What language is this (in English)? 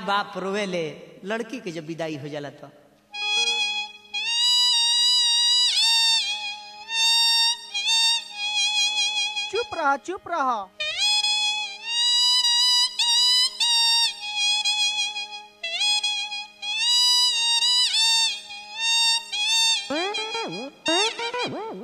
Bhojpuri